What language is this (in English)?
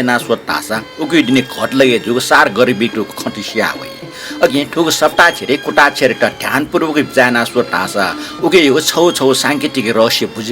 Newari